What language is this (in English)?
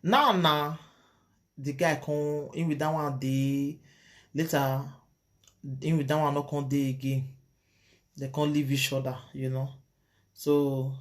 Nigerian Pidgin